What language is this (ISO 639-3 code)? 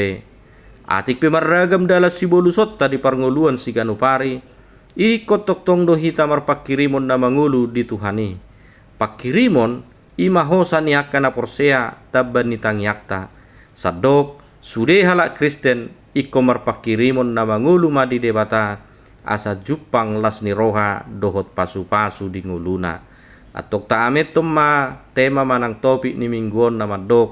bbc